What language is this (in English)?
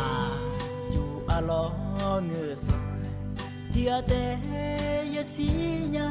Akha